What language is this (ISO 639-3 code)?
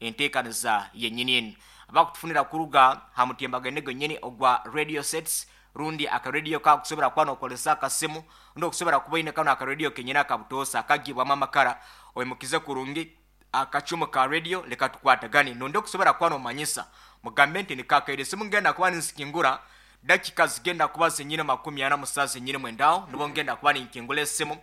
nyn